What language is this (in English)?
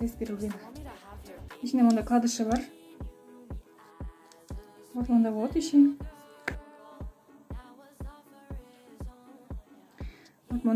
Kyrgyz